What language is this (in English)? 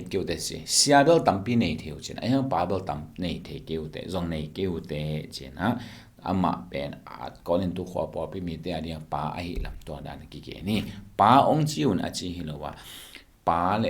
Tedim Chin